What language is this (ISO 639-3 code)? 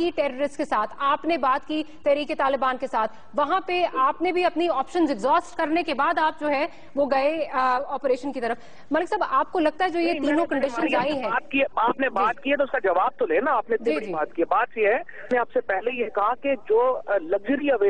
urd